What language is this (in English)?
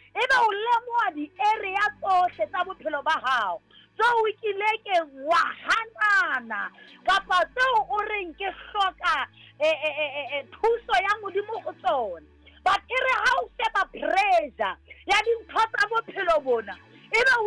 Southern Sotho